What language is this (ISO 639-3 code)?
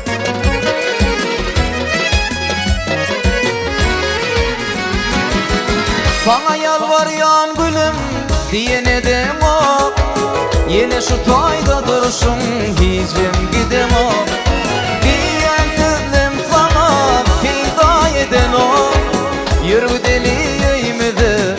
tur